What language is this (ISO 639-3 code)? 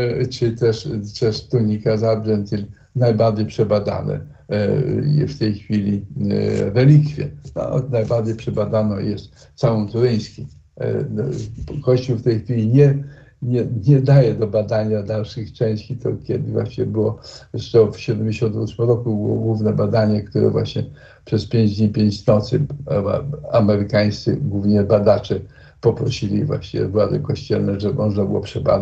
pol